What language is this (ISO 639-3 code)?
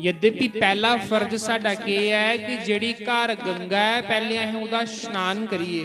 doi